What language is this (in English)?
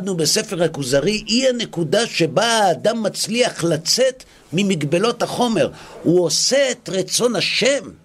Hebrew